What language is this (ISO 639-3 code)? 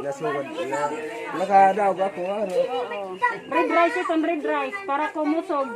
war